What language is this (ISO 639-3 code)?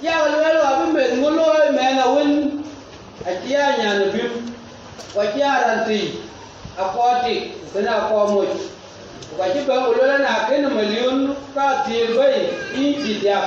din